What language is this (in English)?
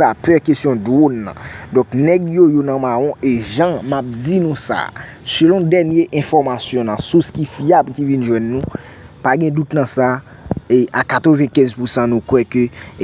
Haitian Creole